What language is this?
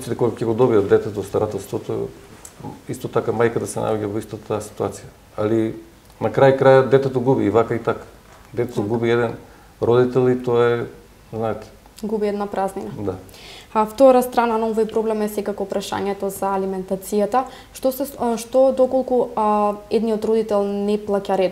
Macedonian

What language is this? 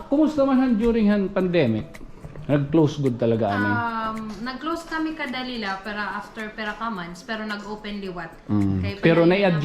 Waray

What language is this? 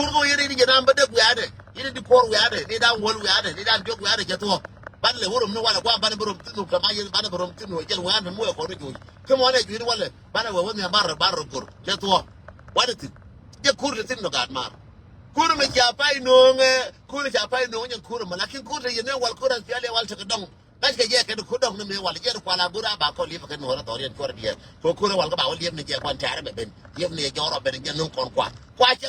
Nuer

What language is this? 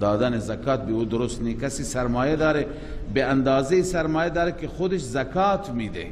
Persian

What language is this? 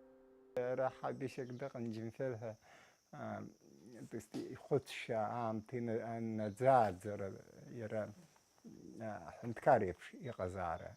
Abkhazian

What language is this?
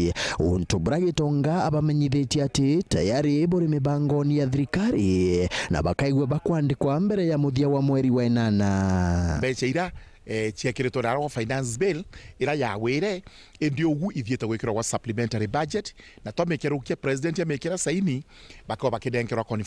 Meru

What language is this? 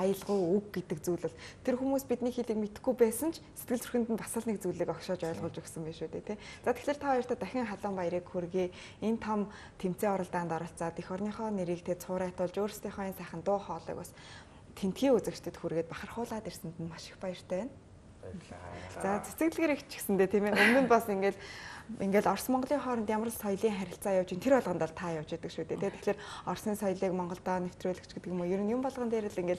Mongolian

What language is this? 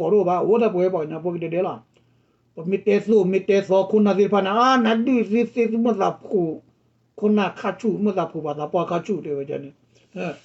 S'gaw Karen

